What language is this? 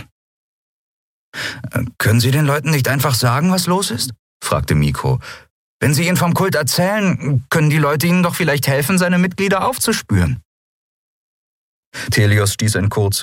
German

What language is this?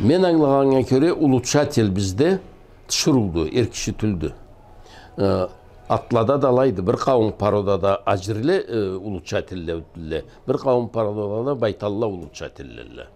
Karachay-Balkar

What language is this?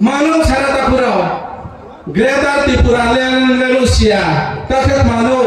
Riang (India)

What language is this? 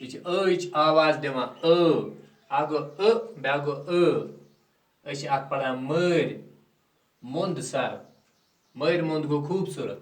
Kashmiri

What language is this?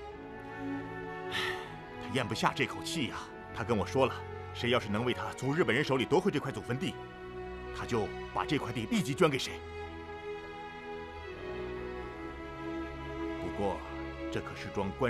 Chinese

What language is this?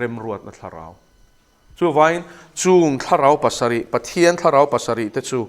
Mizo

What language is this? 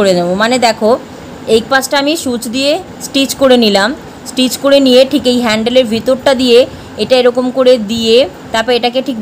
Bangla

